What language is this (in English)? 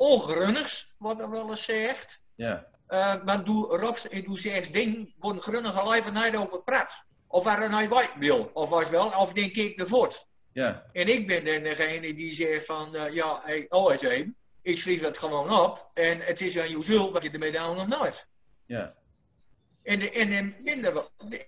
Gronings